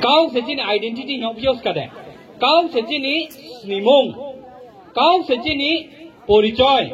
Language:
Riang (India)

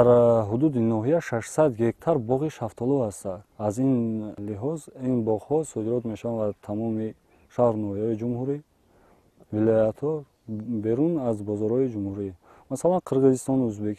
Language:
Tajik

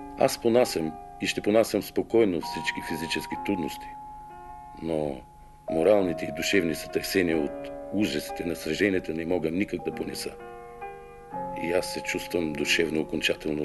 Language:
Bulgarian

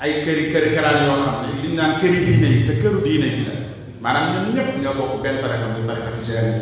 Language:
Wolof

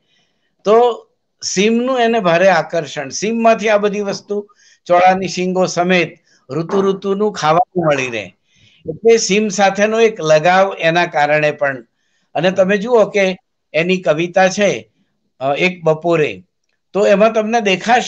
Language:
Gujarati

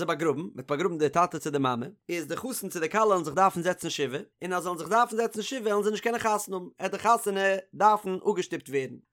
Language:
Yiddish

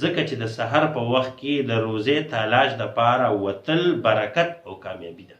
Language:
Pashto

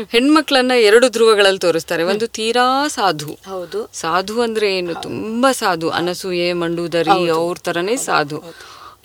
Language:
Kannada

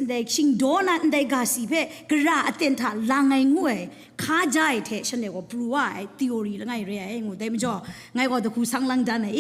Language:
Kachin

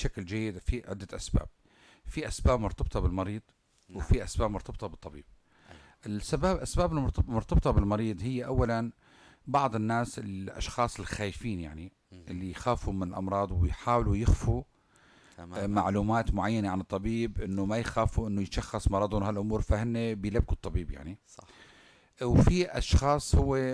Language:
North Levantine Arabic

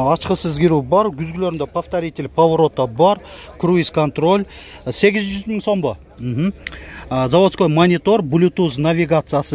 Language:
Kyrgyz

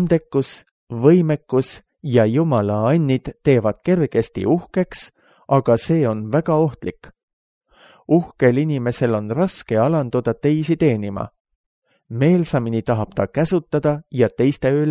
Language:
Estonian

